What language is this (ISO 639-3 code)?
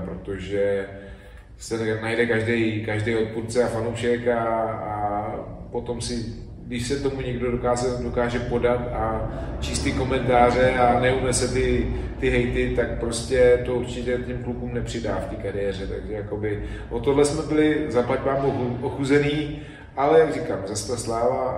ces